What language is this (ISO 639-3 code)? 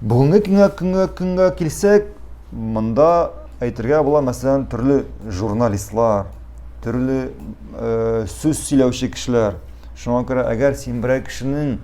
tat